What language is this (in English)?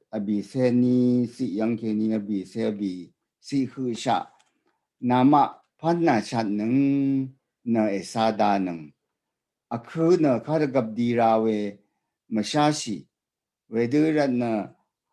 Rawang